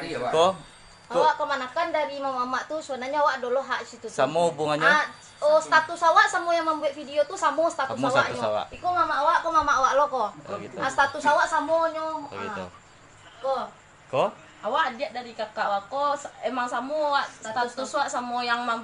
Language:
Minangkabau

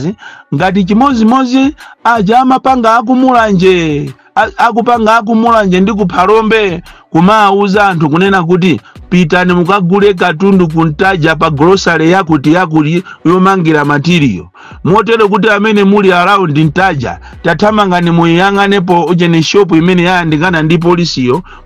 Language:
Nyanja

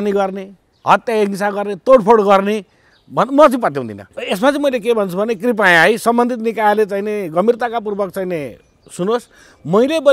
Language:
Nepali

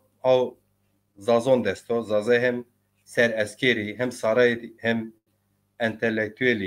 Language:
Zaza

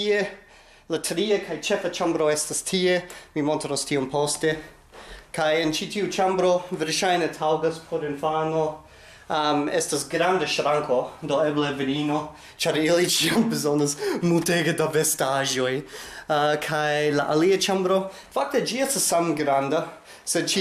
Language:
Esperanto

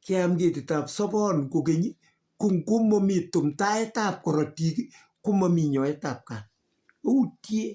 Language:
Kalenjin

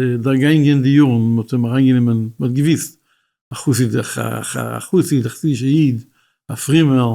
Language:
Yiddish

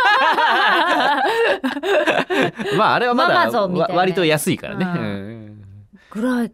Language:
Japanese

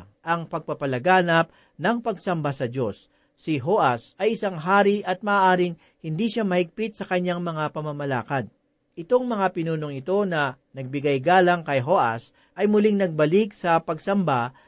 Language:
Filipino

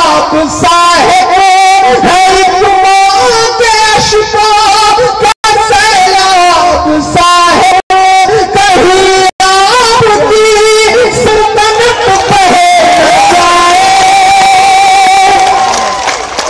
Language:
Hindi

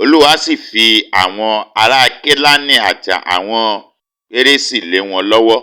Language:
Yoruba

